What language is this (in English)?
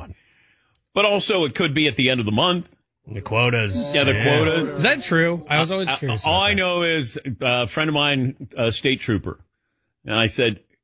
English